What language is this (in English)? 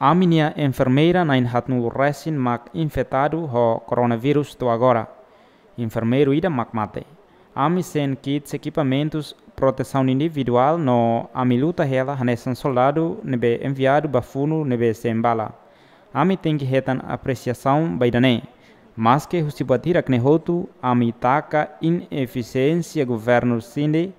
Tetum